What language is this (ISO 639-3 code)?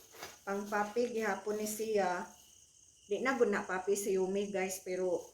ceb